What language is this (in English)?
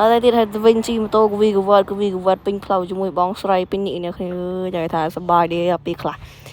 Khmer